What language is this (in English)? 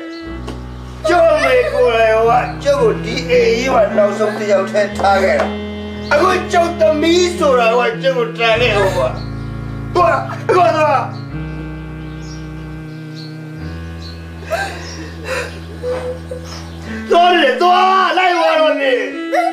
Burmese